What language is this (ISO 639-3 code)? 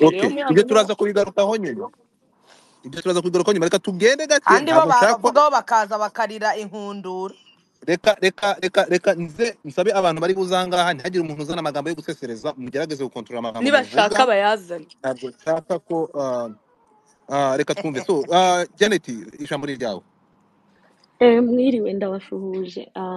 kin